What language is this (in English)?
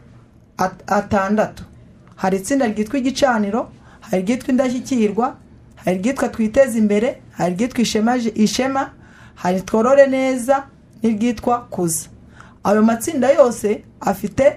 Kinyarwanda